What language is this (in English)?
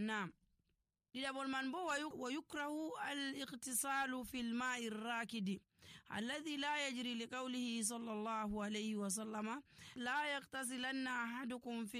Nigerian Fulfulde